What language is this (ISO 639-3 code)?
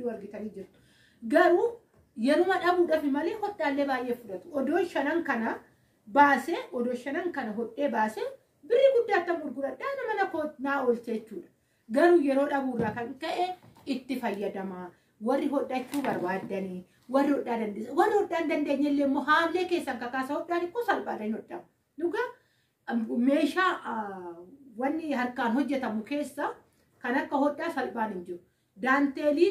orm